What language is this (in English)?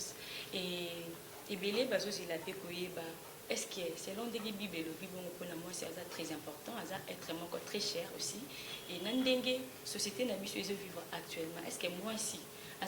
Lingala